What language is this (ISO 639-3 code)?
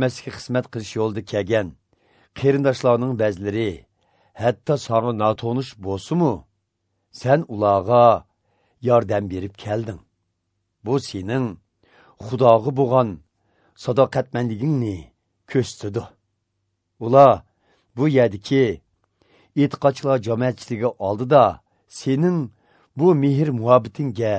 uig